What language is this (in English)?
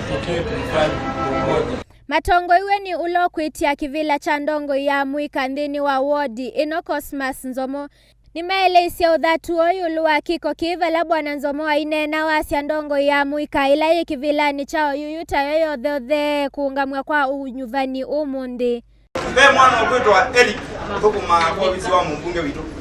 Kamba